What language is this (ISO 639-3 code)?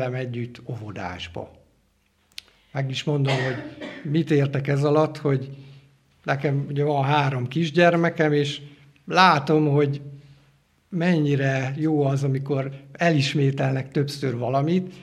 hun